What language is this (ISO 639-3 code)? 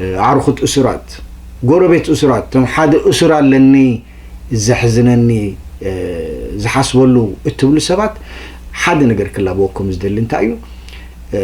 tir